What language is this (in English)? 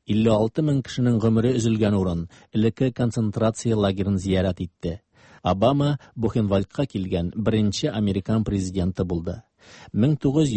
Tatar